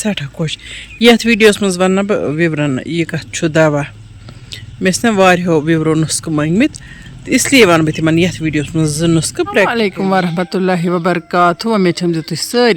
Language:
Kashmiri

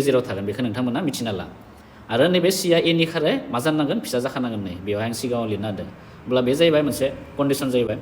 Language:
Bodo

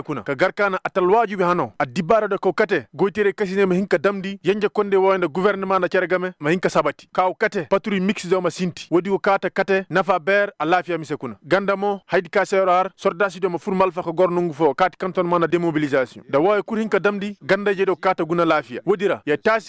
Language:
Koyraboro Senni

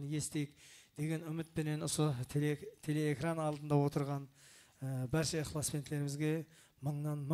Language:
Kara-Kalpak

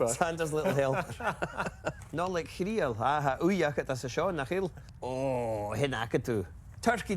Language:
Scottish Gaelic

